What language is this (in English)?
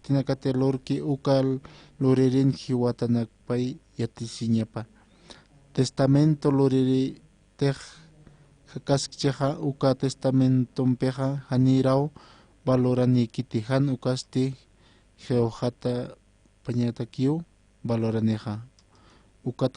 Aymara